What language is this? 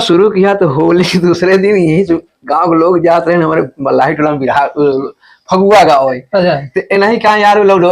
Awadhi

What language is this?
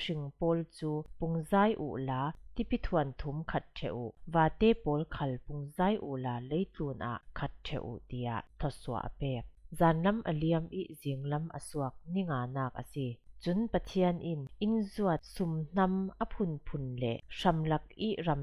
Falam Chin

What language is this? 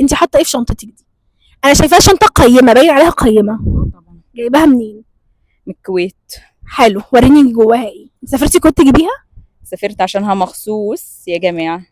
Egyptian Arabic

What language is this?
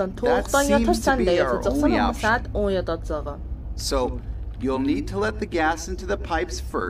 South Azerbaijani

